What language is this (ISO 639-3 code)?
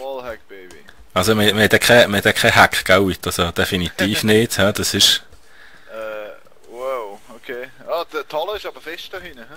gsw